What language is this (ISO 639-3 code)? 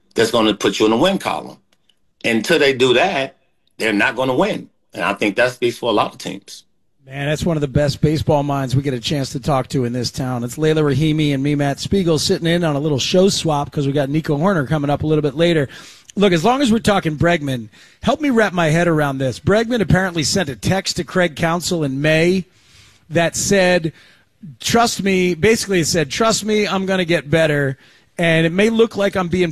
eng